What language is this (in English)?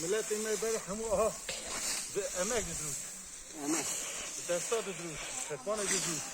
Kurdish